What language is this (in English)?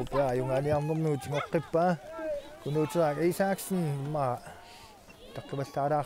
Kalaallisut